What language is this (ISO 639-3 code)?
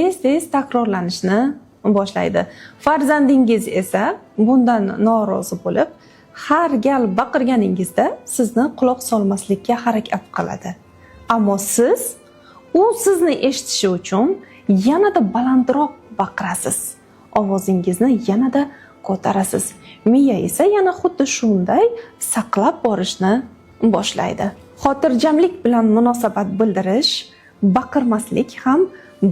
uzb